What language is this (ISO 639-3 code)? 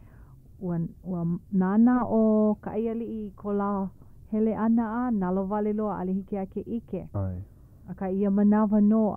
haw